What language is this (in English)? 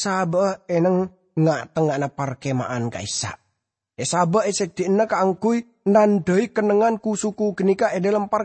Madurese